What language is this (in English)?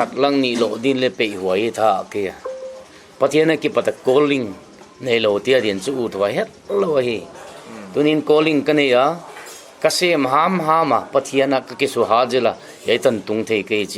Paite Chin